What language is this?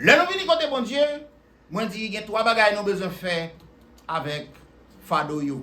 Haitian Creole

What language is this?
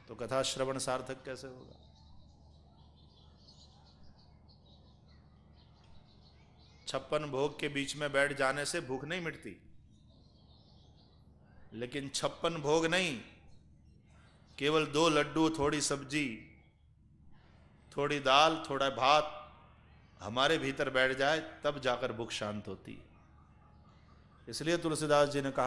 Hindi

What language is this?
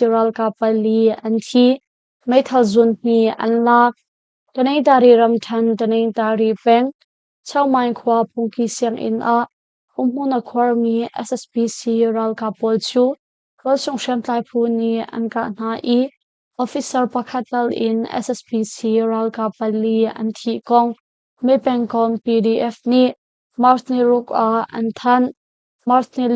Hakha Chin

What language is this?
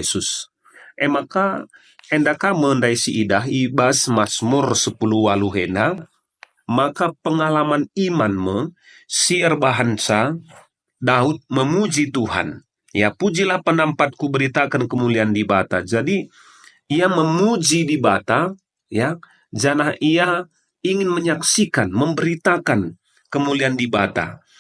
Batak Karo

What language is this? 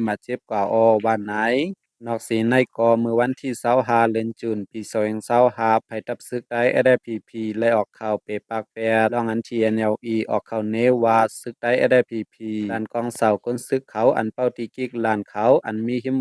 Shan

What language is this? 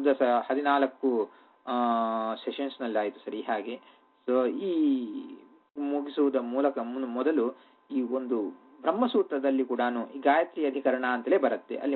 Kannada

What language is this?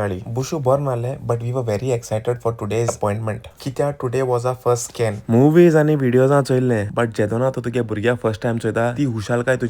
Konkani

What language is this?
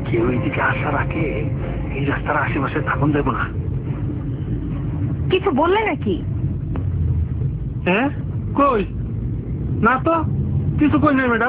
Bangla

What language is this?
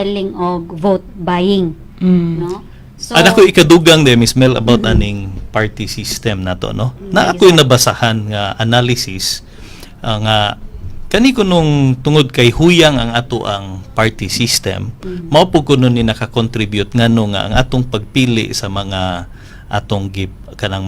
Cebuano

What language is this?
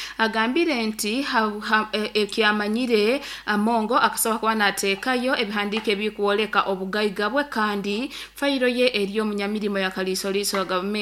Nyoro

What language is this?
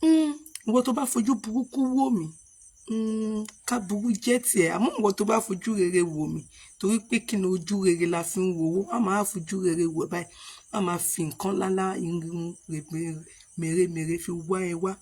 Yoruba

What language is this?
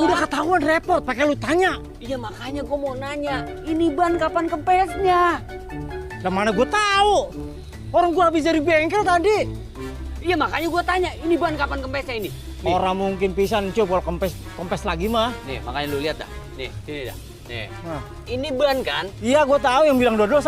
Betawi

